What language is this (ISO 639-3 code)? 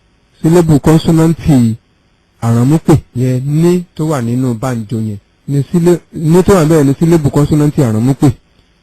yor